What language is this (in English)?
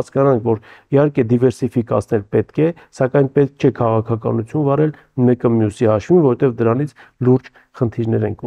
Armenian